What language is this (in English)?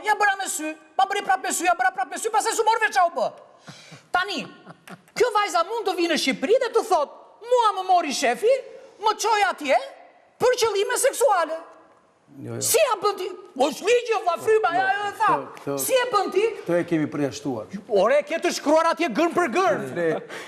Albanian